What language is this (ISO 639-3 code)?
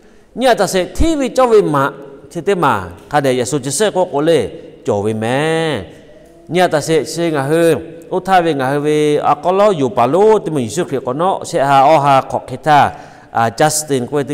lhu